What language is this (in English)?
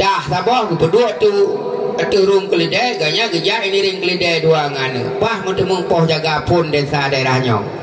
Achinese